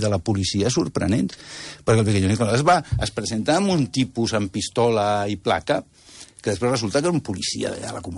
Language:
Catalan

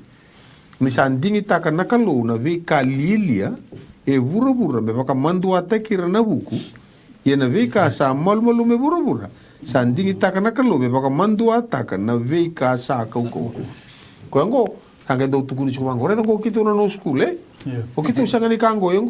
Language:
Fijian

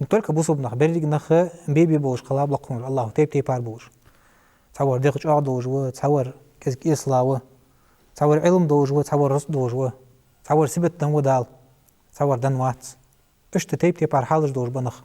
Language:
Ingush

